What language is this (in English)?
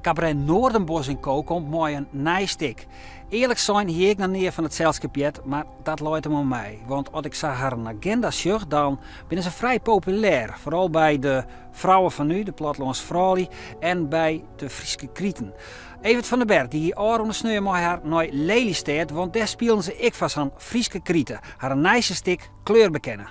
Western Frisian